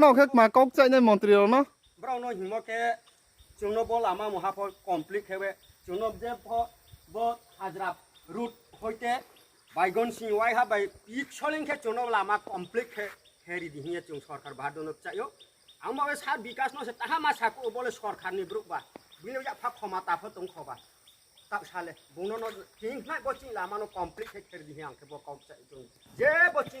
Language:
Riang (India)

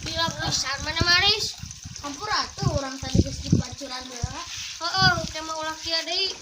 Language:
Sundanese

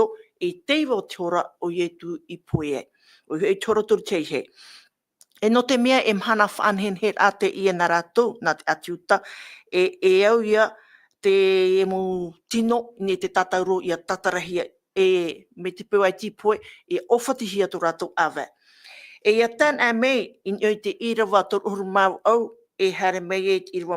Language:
Tahitian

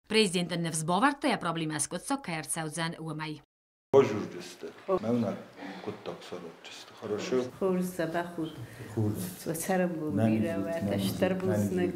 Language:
Ossetic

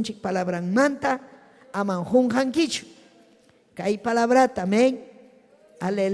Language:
Ayacucho Quechua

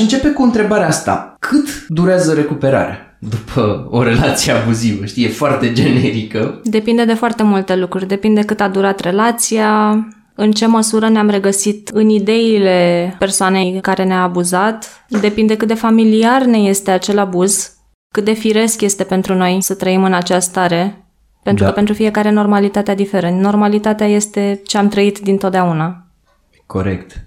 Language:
Romanian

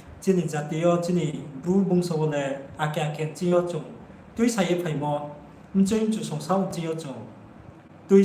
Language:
Riang (India)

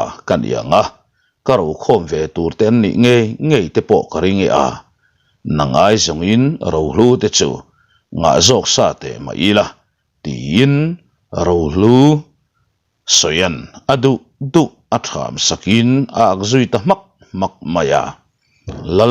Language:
Mizo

